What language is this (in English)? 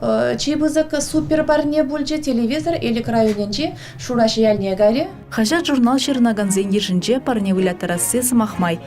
Chuvash